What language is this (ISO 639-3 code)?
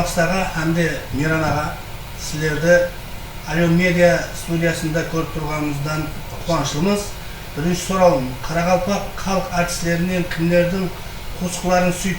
kaa